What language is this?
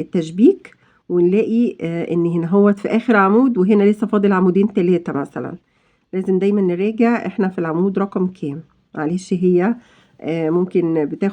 Egyptian Arabic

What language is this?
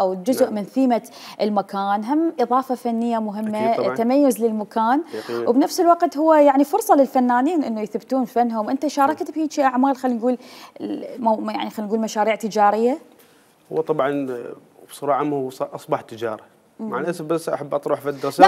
Mesopotamian Arabic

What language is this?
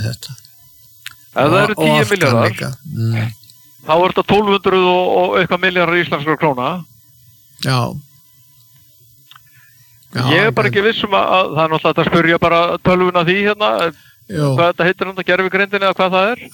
Icelandic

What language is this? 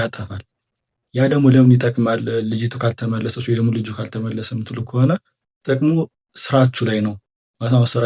Amharic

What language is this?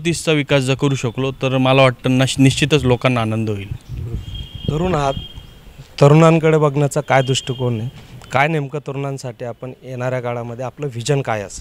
Marathi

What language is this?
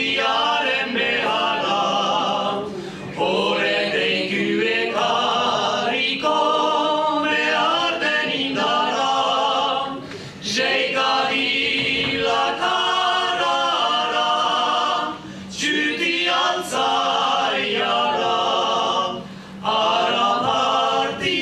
Basque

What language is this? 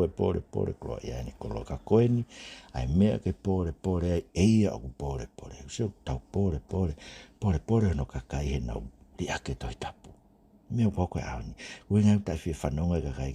Tongan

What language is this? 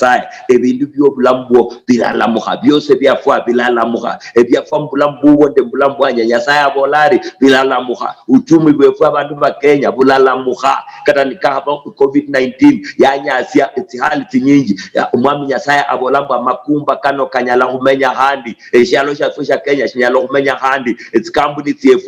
Luyia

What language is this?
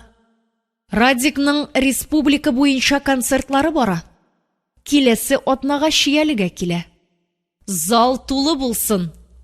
Tatar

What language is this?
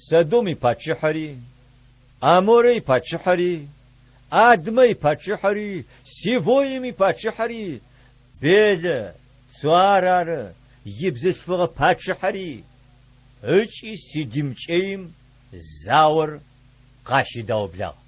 Adyghe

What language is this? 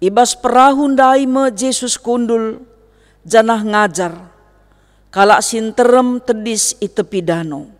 Batak Karo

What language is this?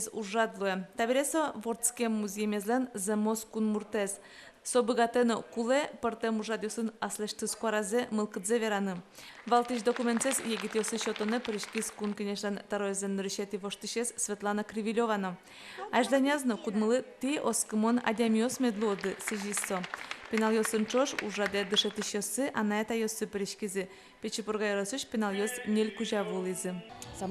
Udmurt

